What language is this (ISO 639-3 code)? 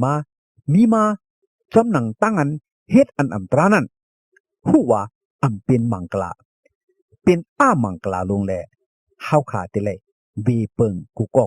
shn